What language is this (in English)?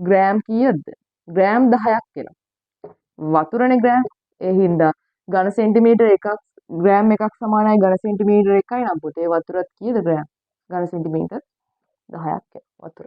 Sinhala